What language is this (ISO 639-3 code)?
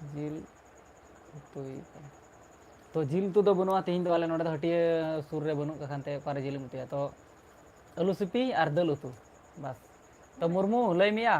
sat